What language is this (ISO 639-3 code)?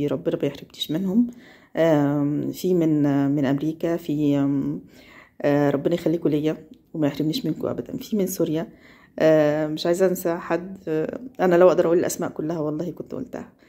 arz